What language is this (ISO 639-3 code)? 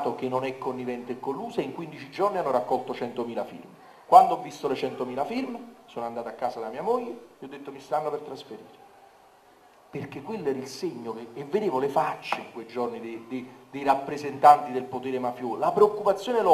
ita